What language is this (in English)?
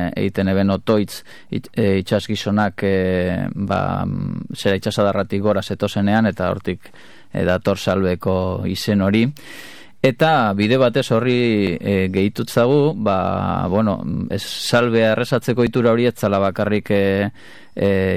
Basque